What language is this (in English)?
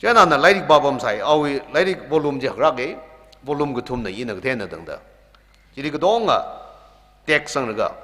Tangkhul Naga (India)